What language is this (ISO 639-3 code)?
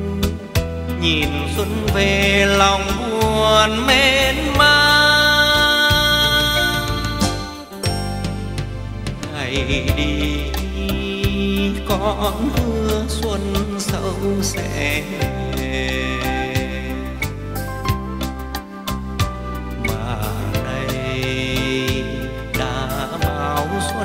vie